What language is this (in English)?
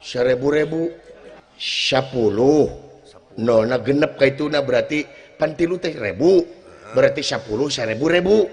Sundanese